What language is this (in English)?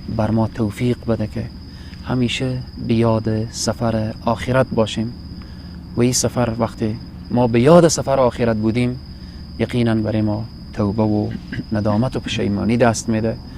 Persian